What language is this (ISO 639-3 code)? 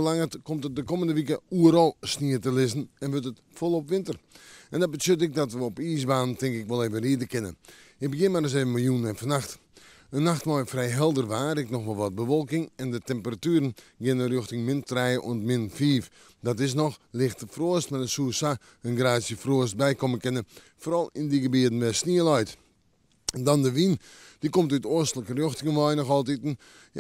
fry